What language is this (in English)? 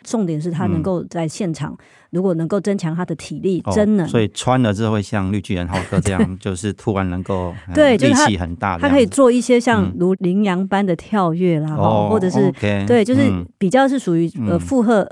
Chinese